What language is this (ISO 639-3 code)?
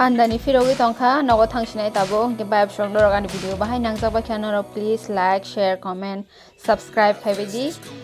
trp